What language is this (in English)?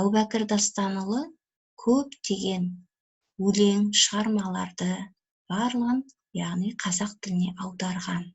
Kazakh